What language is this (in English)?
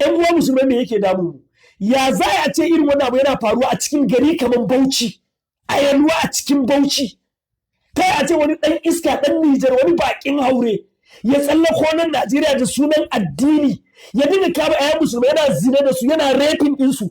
Hausa